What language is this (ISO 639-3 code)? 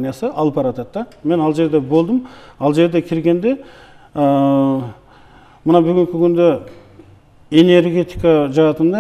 kir